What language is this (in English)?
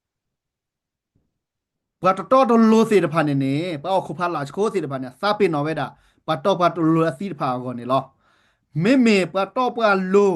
S'gaw Karen